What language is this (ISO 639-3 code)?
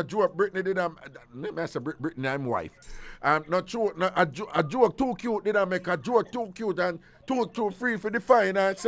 jam